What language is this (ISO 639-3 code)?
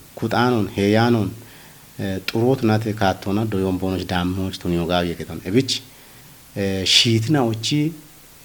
kbr